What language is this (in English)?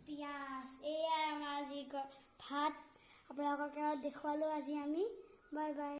Assamese